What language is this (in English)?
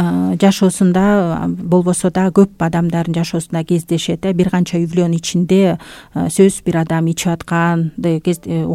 Kyrgyz